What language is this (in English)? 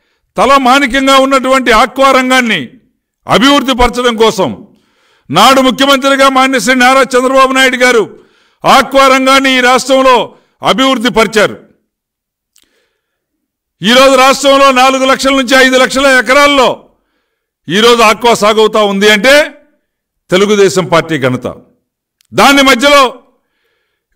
Telugu